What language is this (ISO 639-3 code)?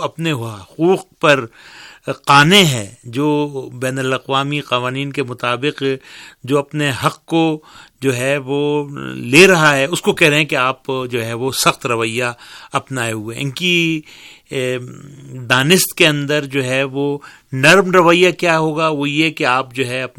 urd